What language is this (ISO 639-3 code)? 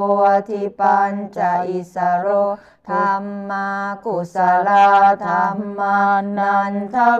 pli